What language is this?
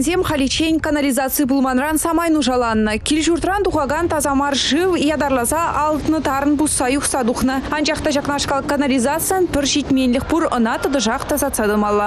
Chuvash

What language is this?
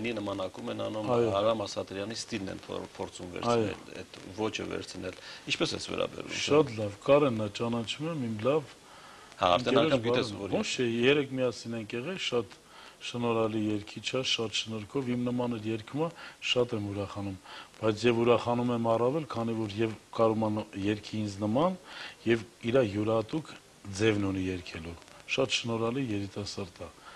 Armenian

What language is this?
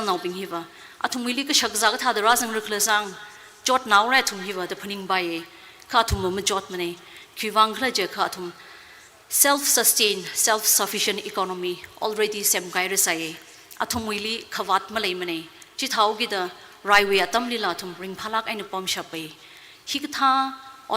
Tangkhul Naga (India)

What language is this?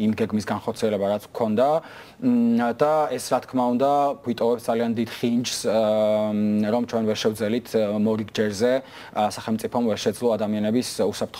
Georgian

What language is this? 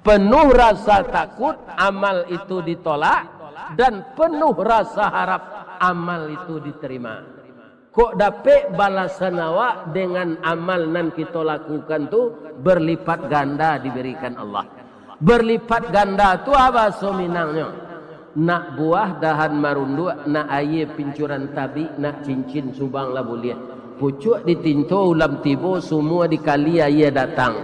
Minangkabau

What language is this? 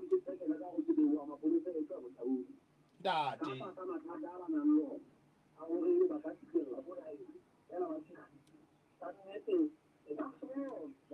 Southern Sotho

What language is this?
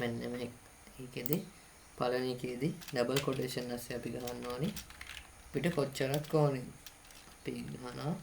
Sinhala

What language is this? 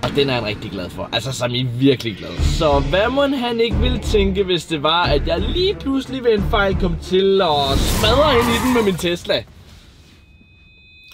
Danish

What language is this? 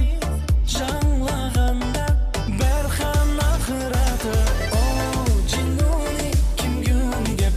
Kara-Kalpak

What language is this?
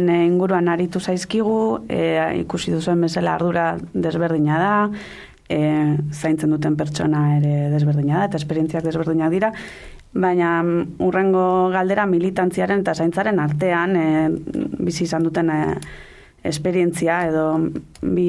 Basque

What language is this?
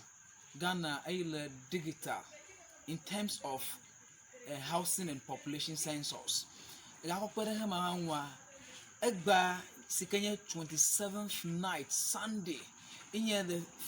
Ewe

